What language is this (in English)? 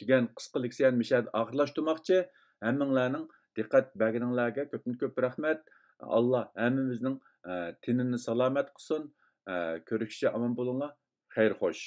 Uyghur